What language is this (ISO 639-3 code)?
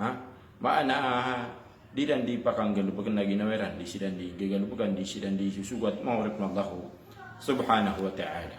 mrw